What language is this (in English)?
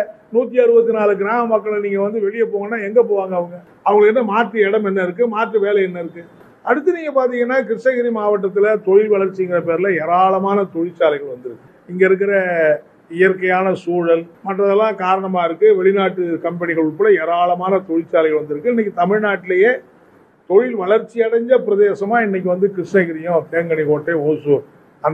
Tamil